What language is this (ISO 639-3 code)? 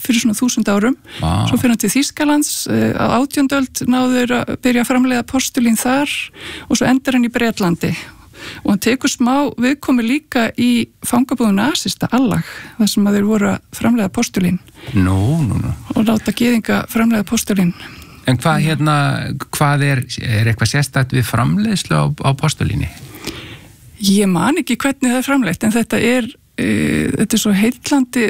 isl